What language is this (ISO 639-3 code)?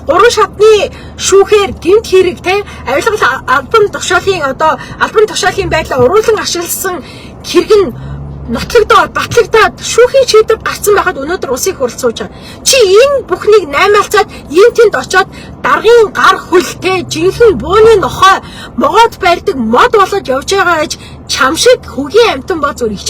mon